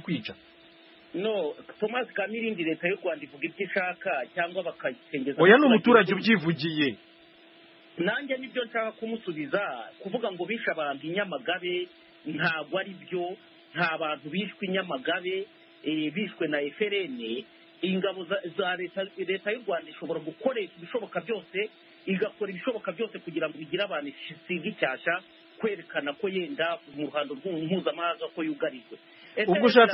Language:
Kinyarwanda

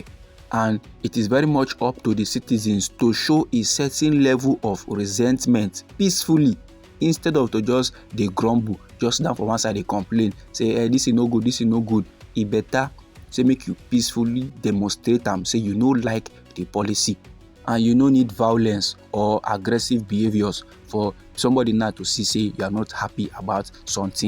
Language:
Nigerian Pidgin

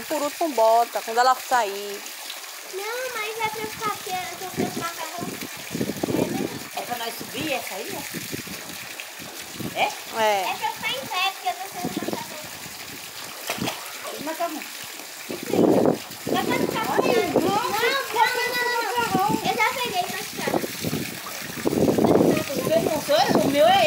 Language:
Portuguese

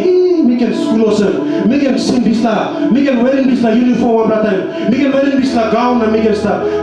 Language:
Tok Pisin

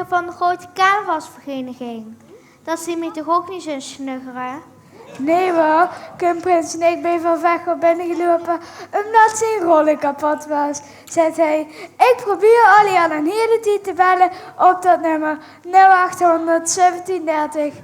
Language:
Limburgish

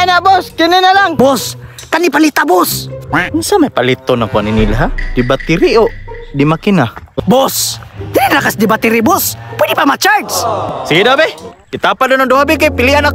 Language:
Cebuano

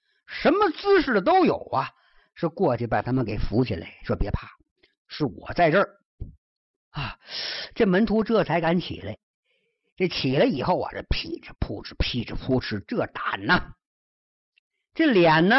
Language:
Chinese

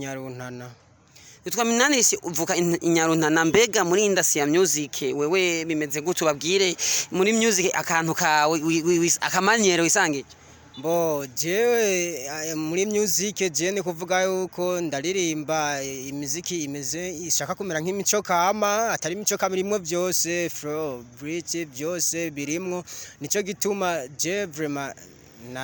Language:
Rundi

